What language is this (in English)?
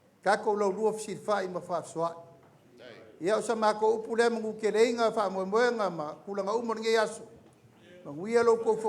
Samoan